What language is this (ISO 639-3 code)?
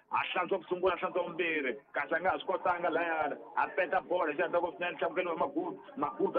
tso